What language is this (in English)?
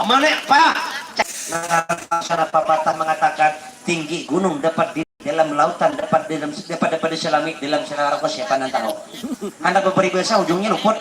Banjar